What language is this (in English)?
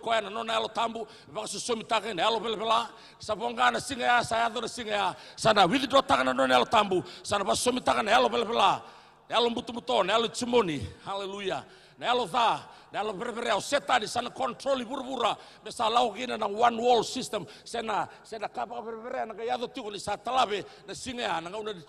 Fijian